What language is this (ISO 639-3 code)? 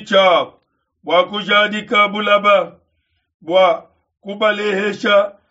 lua